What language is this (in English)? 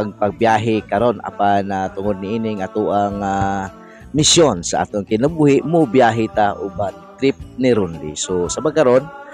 Cebuano